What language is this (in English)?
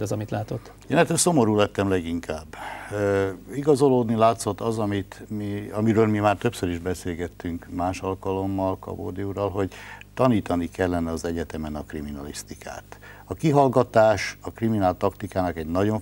Hungarian